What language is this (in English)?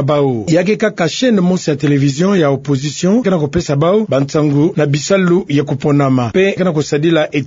Kituba (Democratic Republic of Congo)